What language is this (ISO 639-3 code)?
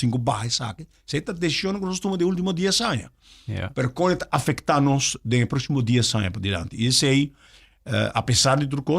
pap